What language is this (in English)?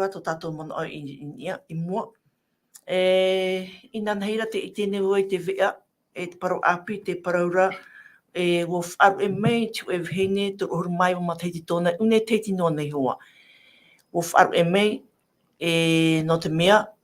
Tahitian